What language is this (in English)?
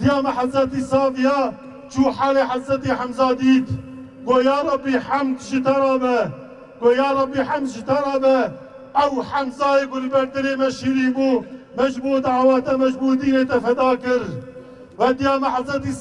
Kurdish